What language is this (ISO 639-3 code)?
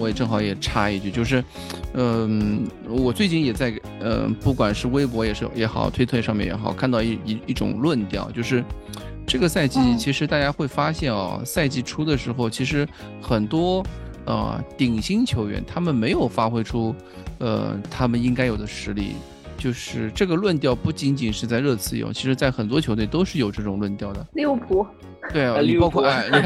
zho